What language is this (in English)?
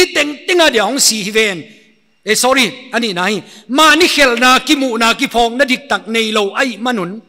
Paite Chin